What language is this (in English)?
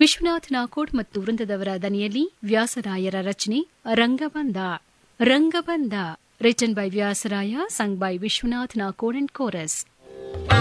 Kannada